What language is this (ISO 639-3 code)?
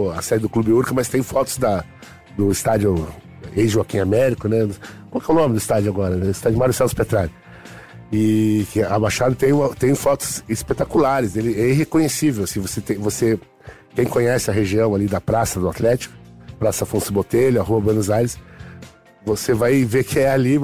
por